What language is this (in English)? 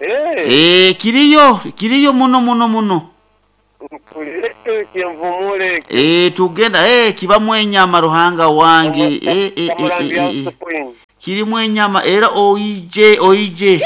Nyoro